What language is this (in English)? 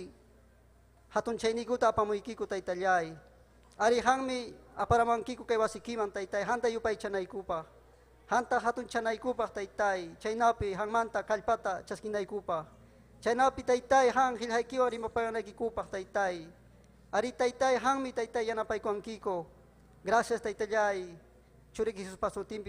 Ayacucho Quechua